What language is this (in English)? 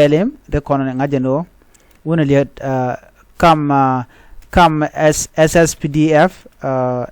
Nuer